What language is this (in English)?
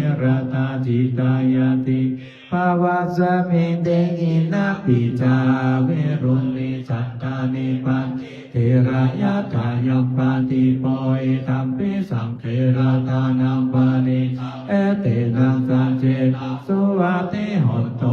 Pali